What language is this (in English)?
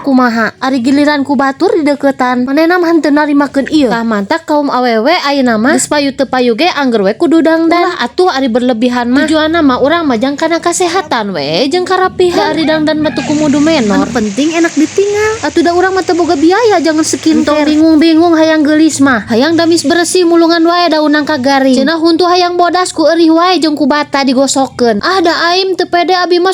Sundanese